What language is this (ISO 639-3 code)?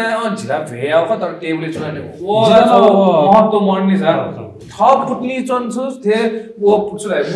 new